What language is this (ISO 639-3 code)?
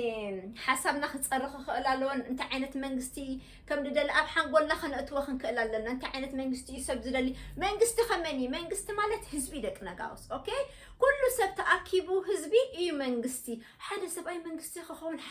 tir